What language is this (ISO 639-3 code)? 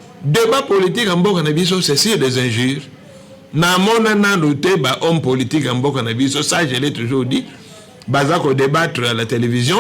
lin